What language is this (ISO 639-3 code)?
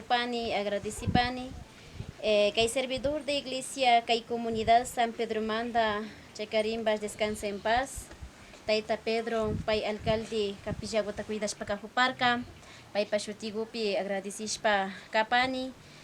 qvi